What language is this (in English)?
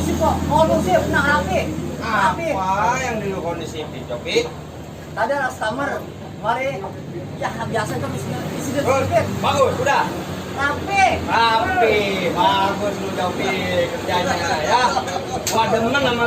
Betawi